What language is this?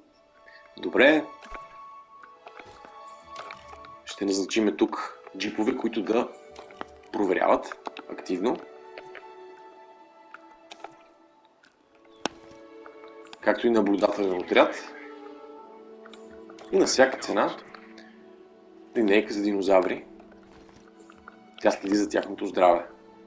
Bulgarian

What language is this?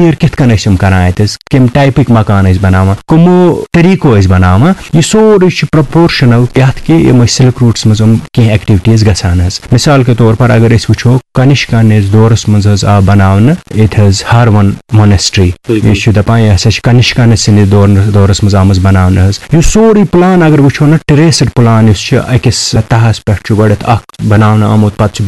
Kashmiri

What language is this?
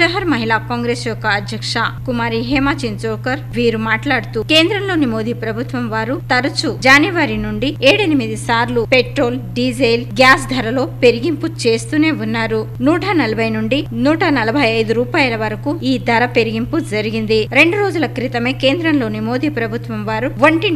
Telugu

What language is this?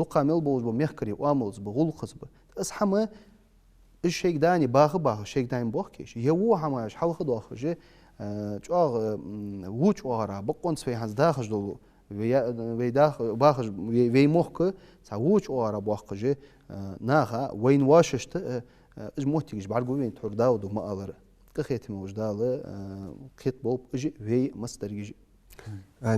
Ingush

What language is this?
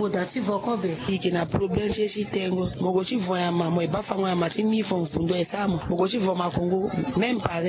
Sango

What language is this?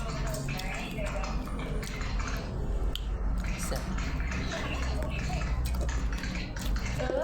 Lao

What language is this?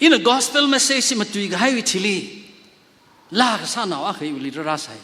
Tangkhul Naga (India)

